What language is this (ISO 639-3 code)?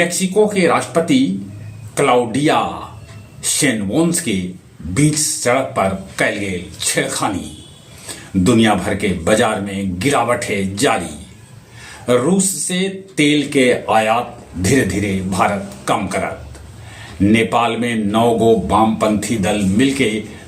mag